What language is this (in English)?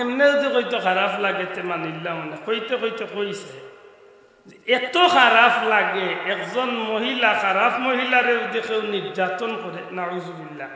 Sylheti